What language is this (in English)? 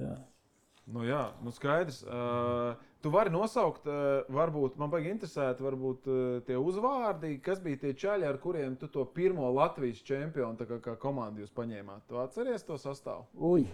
Latvian